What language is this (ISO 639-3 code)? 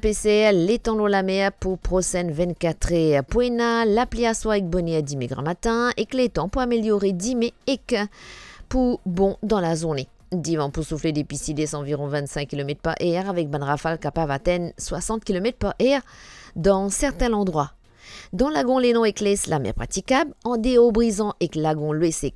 mfe